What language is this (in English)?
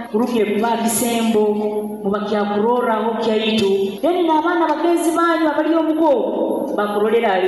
Nyoro